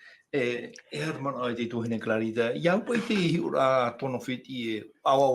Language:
Tahitian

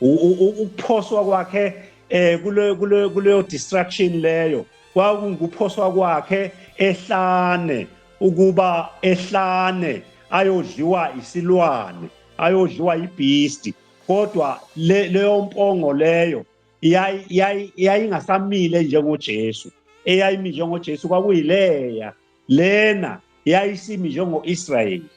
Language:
Zulu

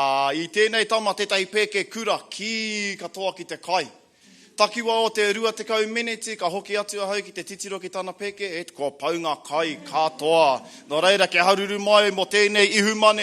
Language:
Māori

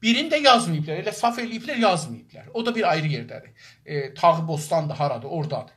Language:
South Azerbaijani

